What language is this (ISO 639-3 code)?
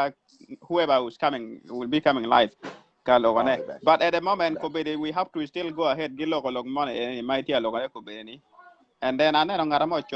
ach